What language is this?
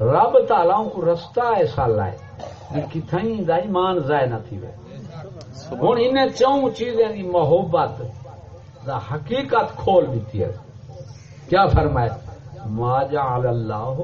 Saraiki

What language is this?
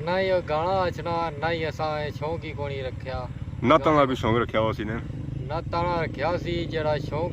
Pahari-Potwari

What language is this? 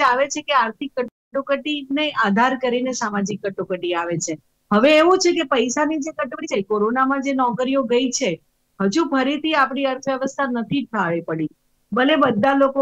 Gujarati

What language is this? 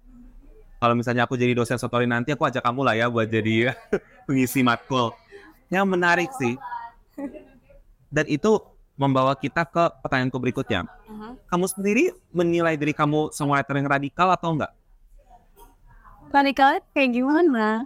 Indonesian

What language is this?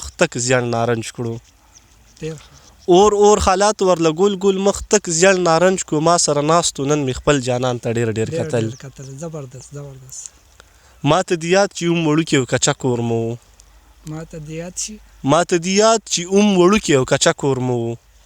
Pashto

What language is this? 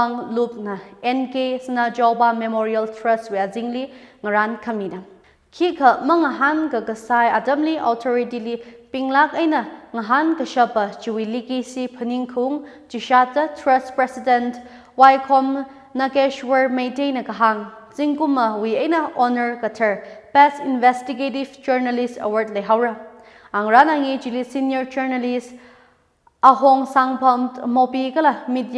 Tangkhul Naga (India)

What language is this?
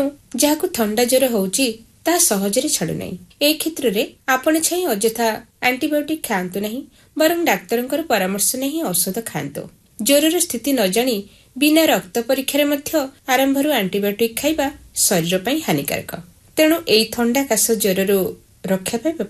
Odia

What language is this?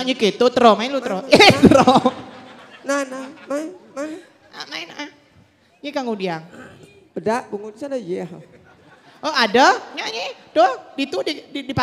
Balinese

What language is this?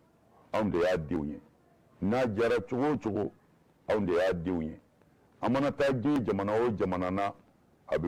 Bambara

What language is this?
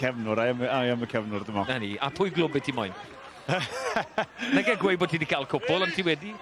Welsh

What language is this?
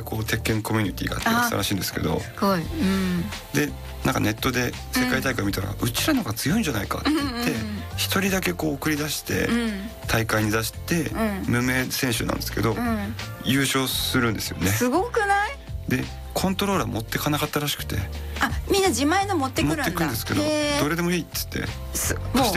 Japanese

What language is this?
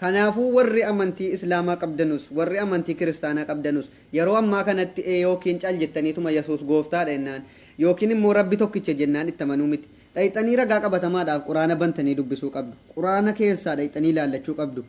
Oromo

